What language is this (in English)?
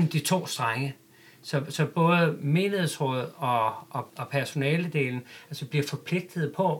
Danish